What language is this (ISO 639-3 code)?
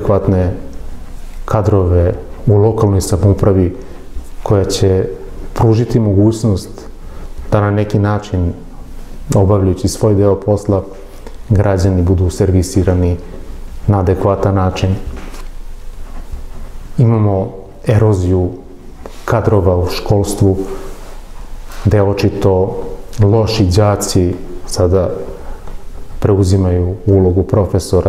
srp